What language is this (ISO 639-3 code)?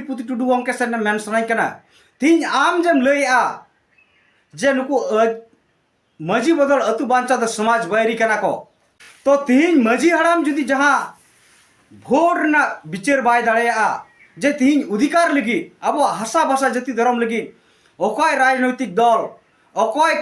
sat